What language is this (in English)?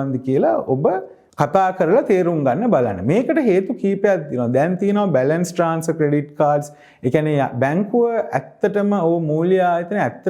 Sinhala